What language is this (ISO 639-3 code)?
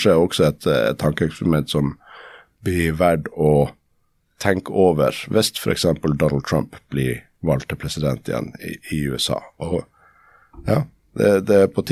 nor